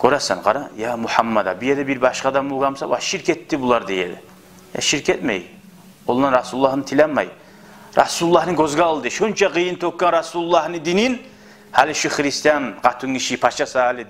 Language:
Kumyk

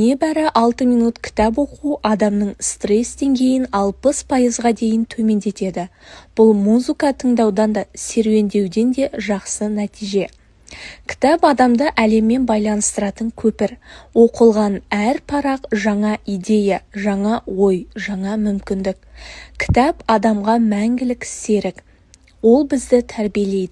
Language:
Kazakh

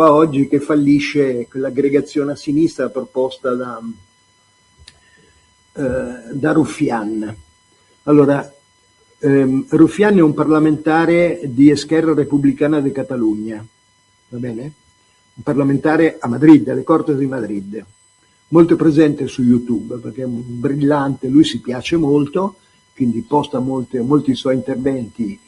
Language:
Italian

